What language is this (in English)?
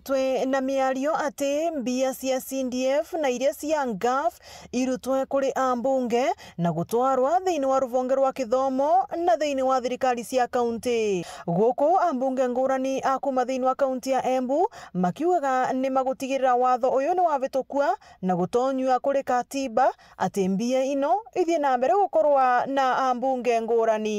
Meru